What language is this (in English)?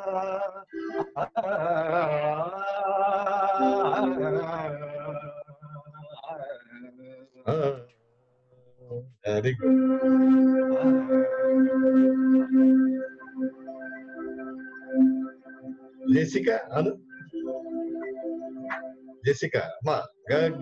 Telugu